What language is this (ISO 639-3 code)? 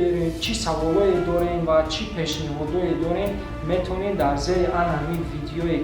tgk